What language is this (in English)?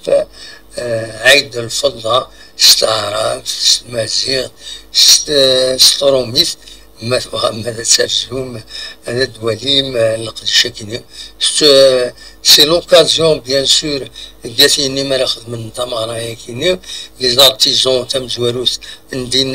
Kabyle